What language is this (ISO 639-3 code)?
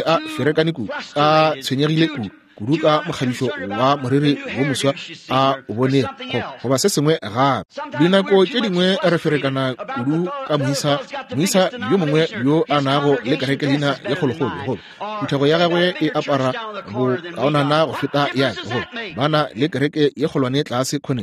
nso